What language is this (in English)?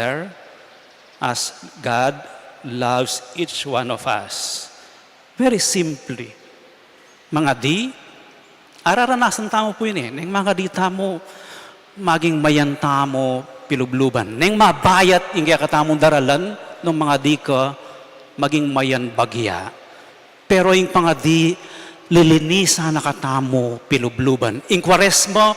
Pampanga